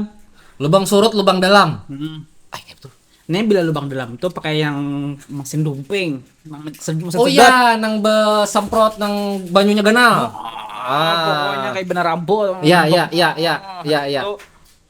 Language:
Banjar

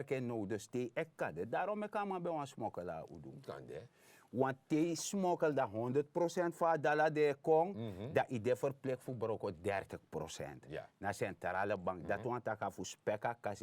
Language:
Sranan Tongo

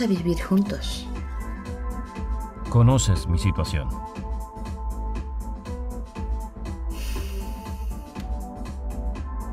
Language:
Spanish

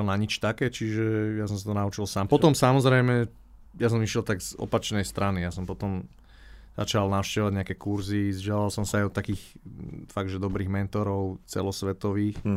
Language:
Slovak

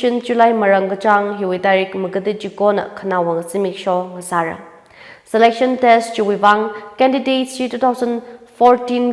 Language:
Tangkhul Naga (India)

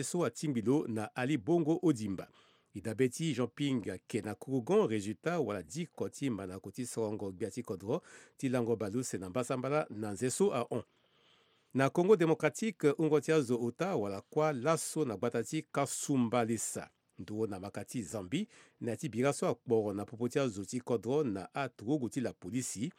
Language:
Sango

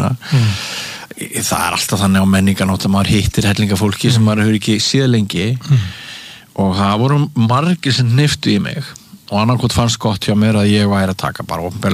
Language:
Icelandic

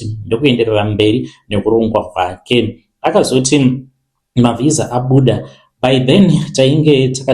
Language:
Shona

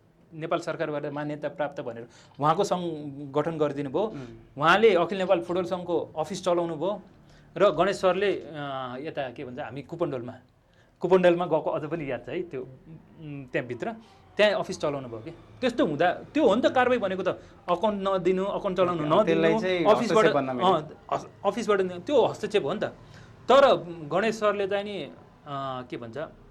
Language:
Nepali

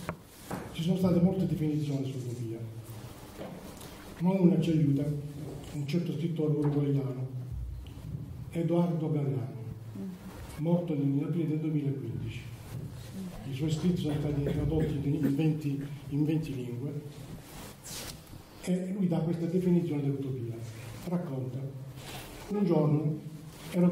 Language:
Italian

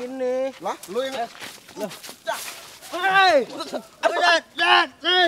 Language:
Betawi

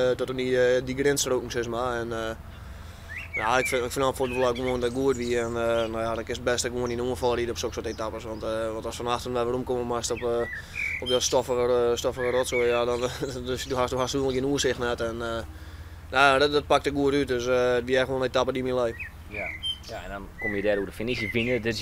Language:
Western Frisian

